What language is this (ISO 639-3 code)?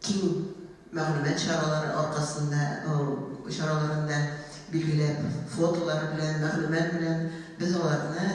tat